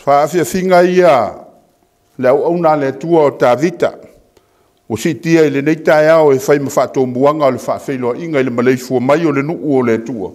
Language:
Samoan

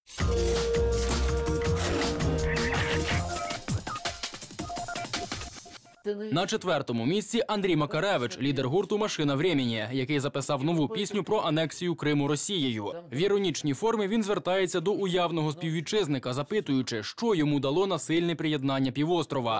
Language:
Ukrainian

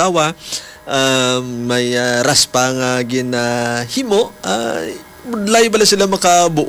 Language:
Hiligaynon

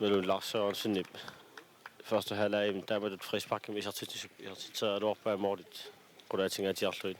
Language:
Kalaallisut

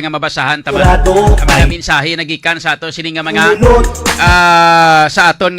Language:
Hiligaynon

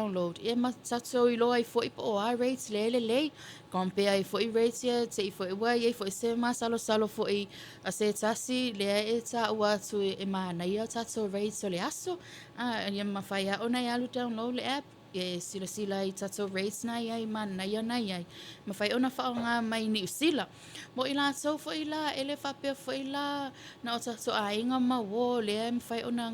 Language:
Samoan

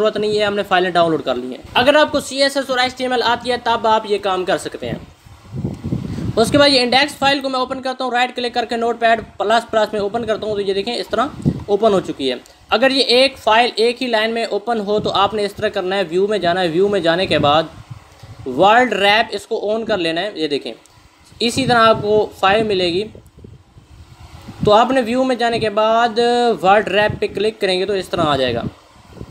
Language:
Hindi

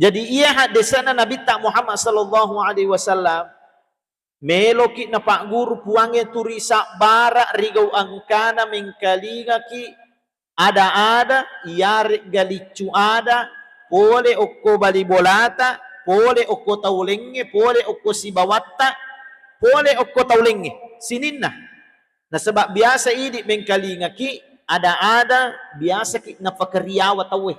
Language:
Buginese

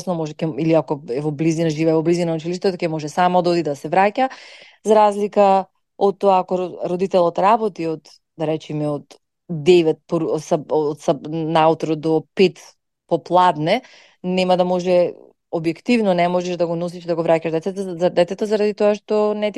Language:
Macedonian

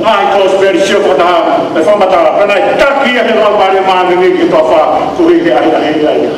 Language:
Tongan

